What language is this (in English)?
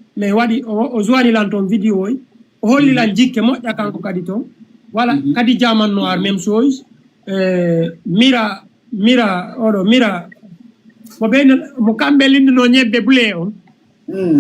Fula